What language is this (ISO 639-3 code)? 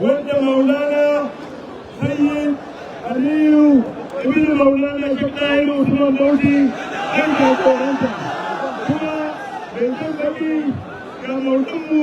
hau